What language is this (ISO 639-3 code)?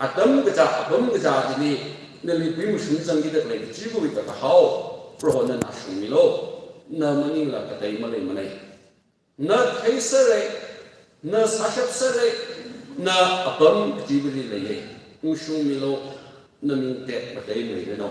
nmf